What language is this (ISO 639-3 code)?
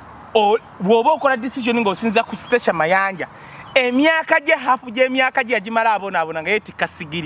lug